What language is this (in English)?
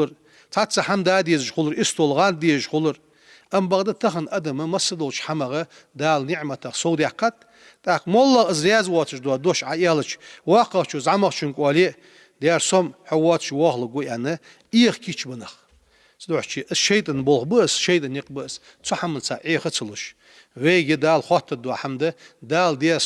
Ingush